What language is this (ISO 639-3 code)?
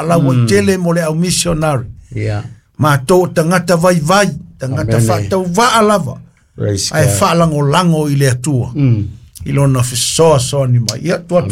smo